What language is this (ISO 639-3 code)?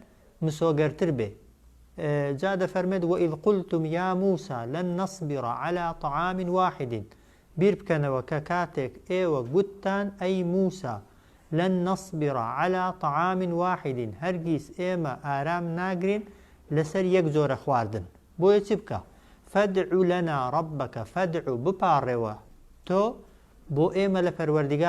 ckb